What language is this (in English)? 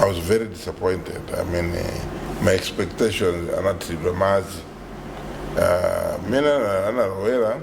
Nyanja